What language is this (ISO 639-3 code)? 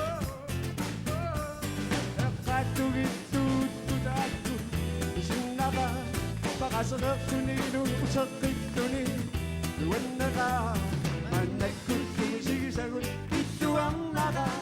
kal